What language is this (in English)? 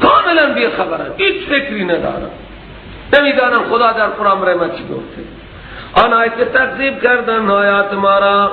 Persian